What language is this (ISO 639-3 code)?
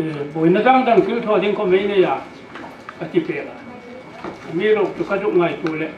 hmr